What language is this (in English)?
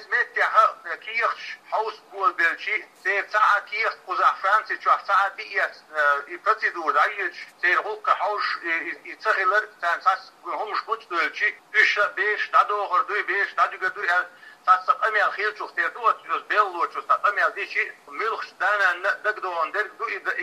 Chechen